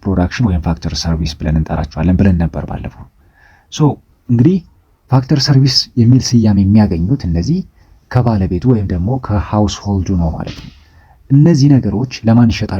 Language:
Amharic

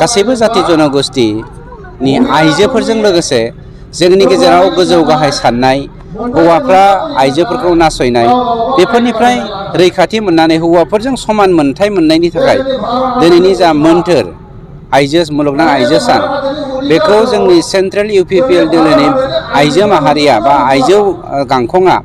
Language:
Bodo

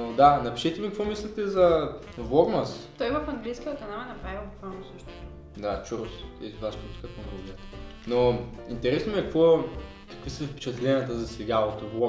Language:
Bulgarian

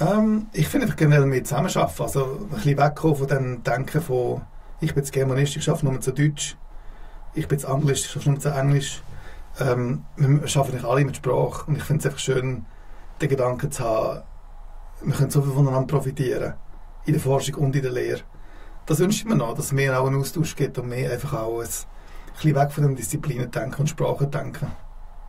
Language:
Swiss German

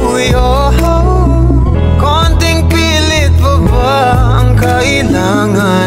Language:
Filipino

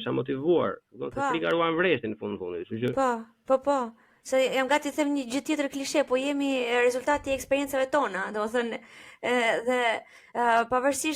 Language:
Albanian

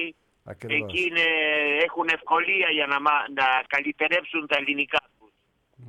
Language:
Greek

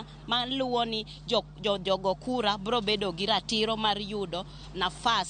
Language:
Luo (Kenya and Tanzania)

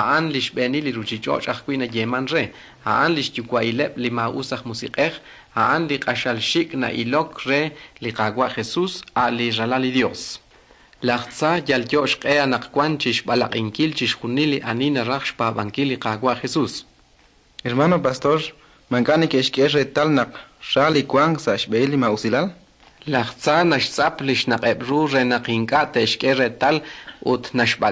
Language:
Kekchí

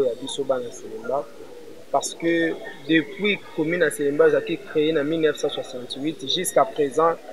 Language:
Lingala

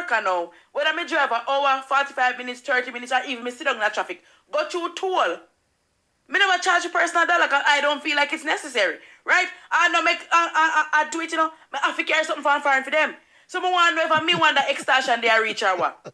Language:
Jamaican Creole English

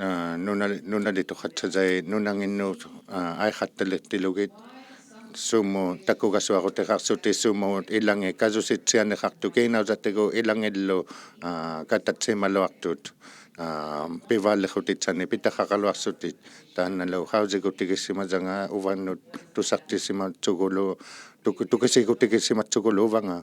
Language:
Inuktitut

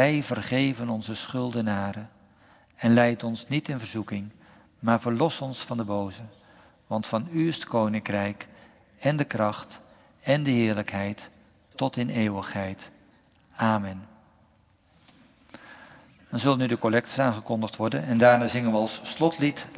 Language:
Dutch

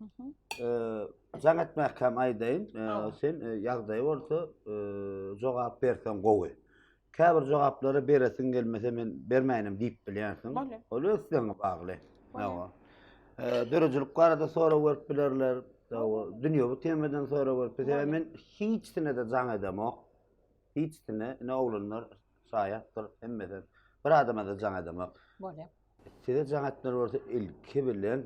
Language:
Turkmen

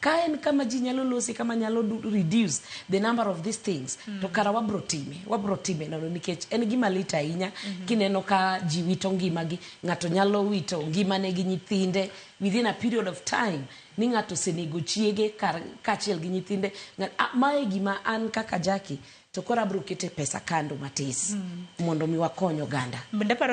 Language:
Luo (Kenya and Tanzania)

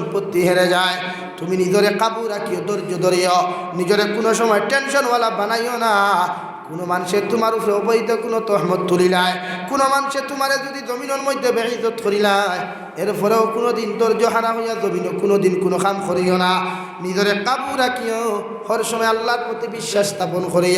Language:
Sylheti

